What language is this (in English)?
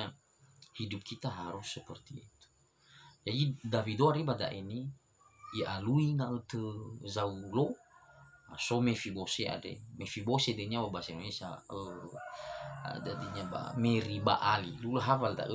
Nias